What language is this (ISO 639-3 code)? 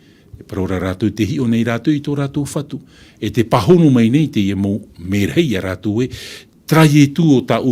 tah